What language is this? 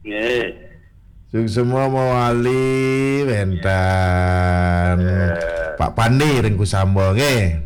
Balinese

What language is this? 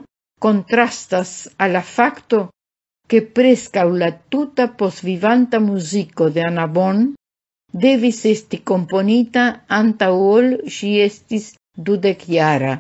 Esperanto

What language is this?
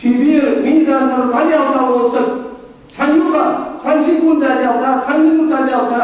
Ingush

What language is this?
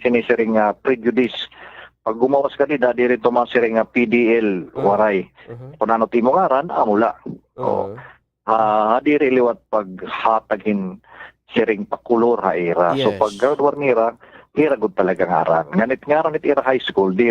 Waray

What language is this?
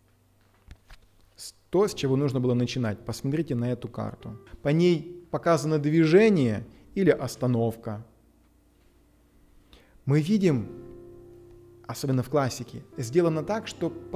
Russian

